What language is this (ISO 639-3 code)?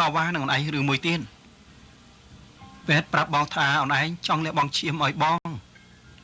khm